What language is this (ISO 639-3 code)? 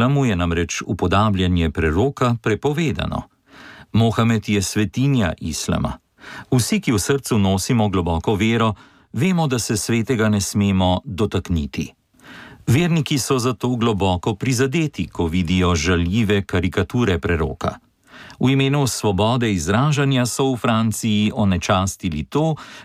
slv